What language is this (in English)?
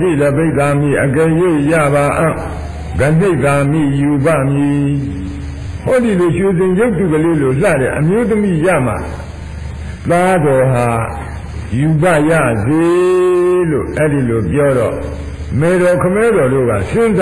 Burmese